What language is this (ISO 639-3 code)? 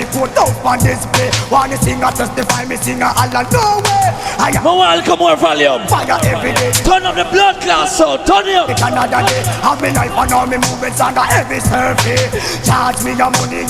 jam